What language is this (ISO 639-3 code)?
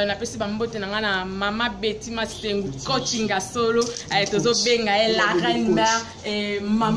lin